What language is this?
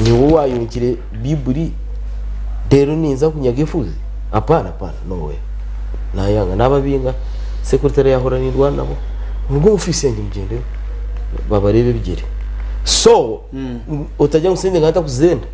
Nyankole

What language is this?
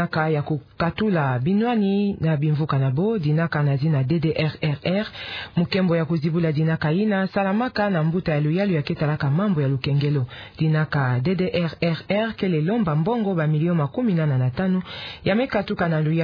Kituba (Democratic Republic of Congo)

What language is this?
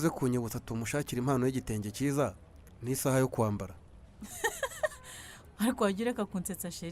Kinyarwanda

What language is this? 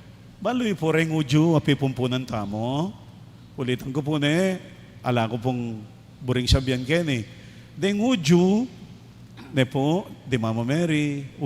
Pampanga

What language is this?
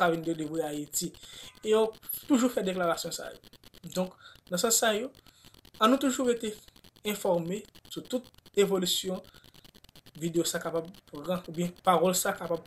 Haitian Creole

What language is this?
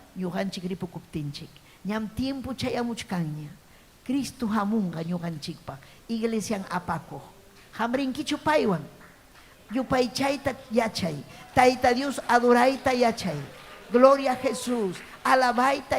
Ayacucho Quechua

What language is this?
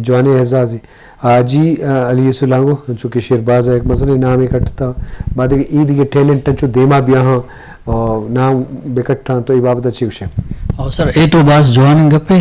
Eastern Balochi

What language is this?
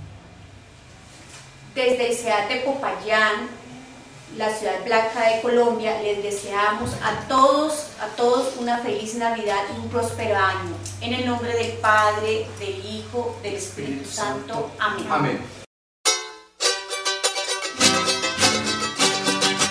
Spanish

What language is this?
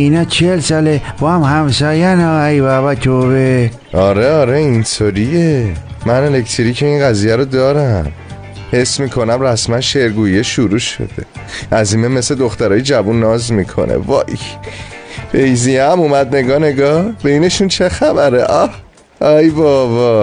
Tajik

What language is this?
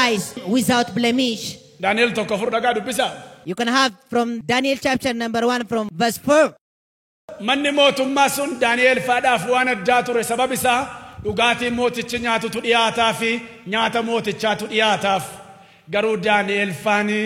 Oromo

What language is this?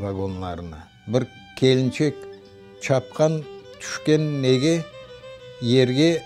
Crimean Tatar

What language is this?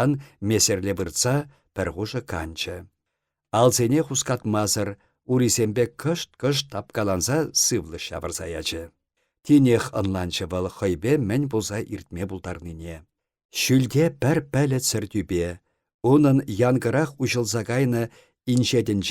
Chuvash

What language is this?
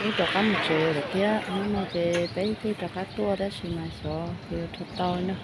Hmong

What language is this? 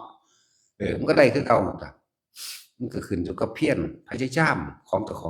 Northeastern Thai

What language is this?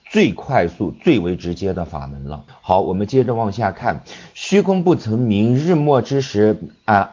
Chinese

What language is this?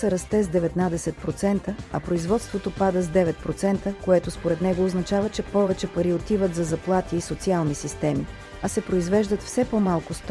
Bulgarian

